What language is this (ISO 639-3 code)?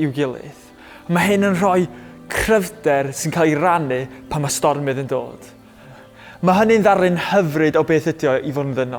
cym